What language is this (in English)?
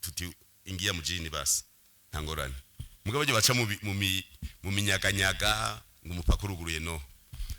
Rundi